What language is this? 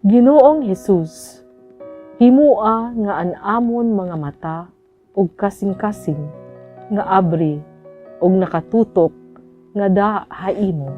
Waray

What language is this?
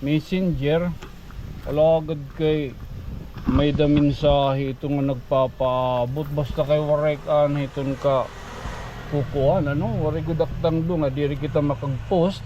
Waray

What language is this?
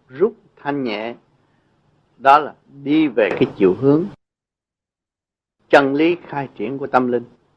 Vietnamese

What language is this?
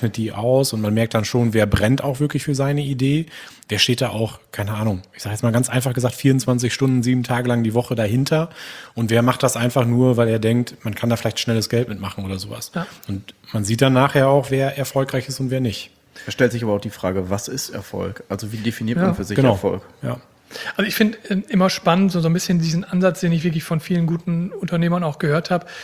German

